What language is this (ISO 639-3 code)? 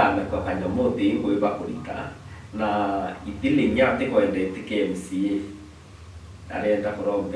mer